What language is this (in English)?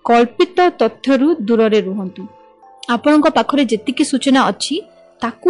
Odia